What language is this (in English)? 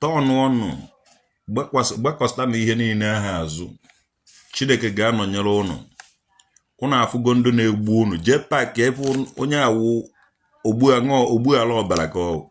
Igbo